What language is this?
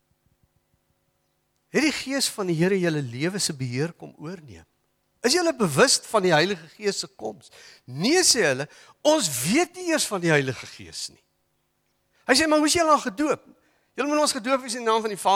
Afrikaans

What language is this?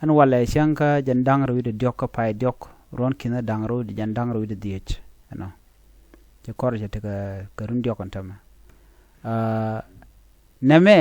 Nuer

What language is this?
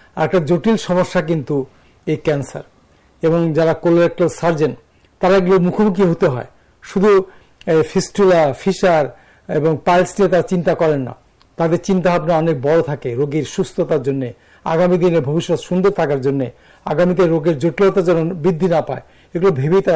Bangla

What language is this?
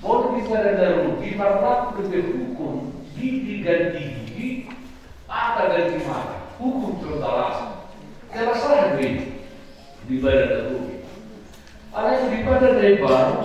Batak Toba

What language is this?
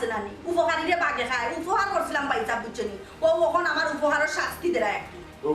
Sylheti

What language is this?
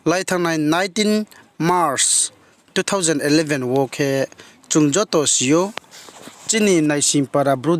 Riang (India)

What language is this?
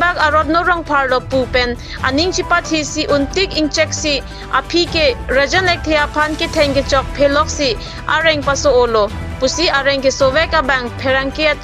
Karbi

